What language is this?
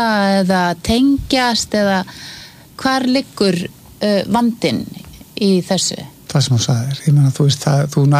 Icelandic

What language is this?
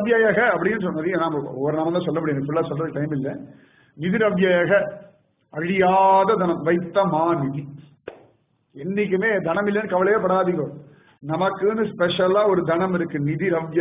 Tamil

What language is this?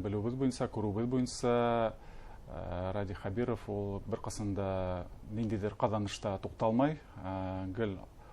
Bashkir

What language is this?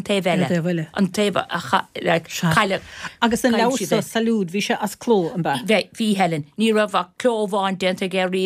Irish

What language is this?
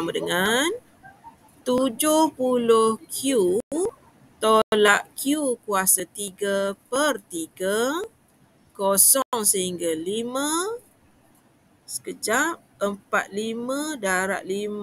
Malay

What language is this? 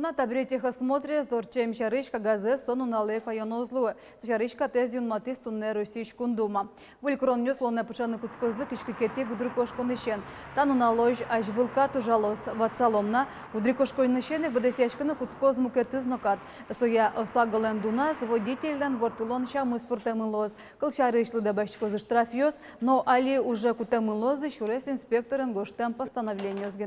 Udmurt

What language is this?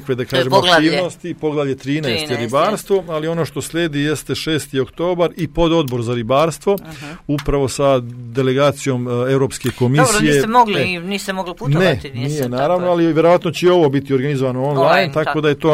Serbian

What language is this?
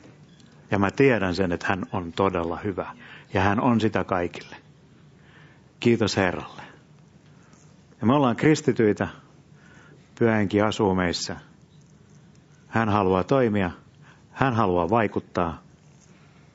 Finnish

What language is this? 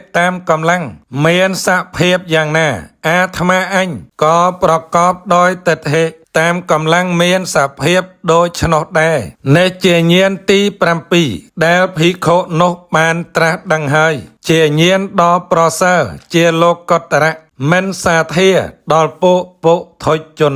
Khmer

